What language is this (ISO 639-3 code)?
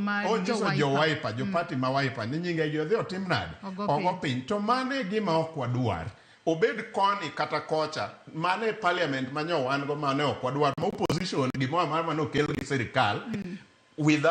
luo